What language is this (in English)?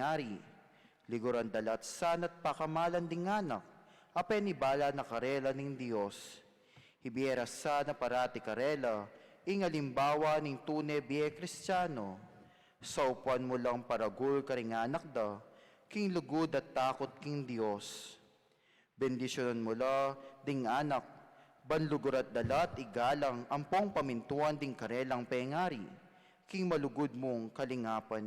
Pampanga